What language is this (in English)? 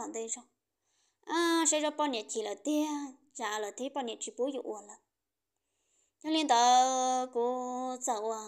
Vietnamese